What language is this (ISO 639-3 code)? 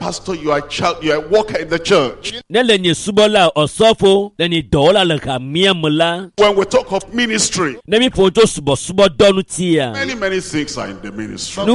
ewe